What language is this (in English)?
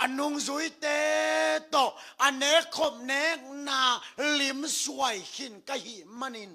Tedim Chin